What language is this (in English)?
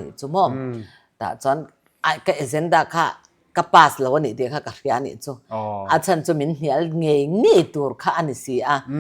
Mizo